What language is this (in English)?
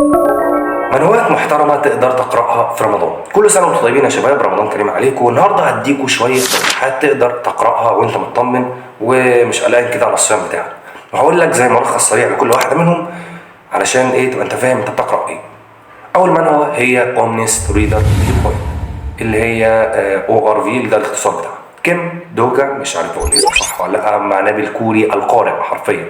Egyptian Arabic